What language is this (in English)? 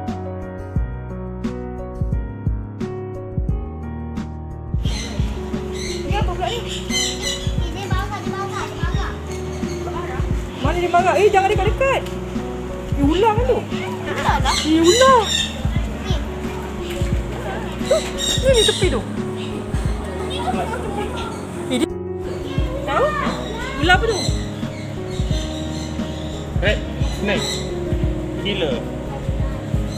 Malay